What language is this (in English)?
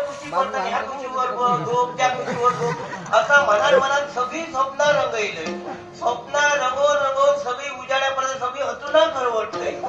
Konkani